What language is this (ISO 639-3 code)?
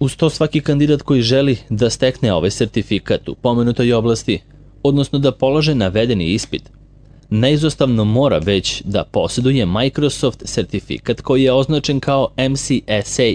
srp